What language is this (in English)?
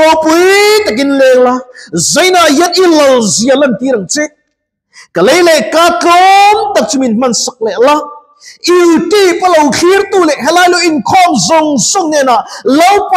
Mizo